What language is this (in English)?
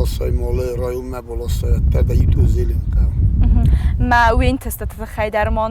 Ossetic